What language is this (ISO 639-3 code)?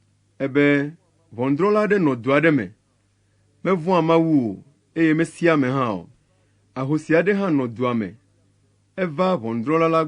ewe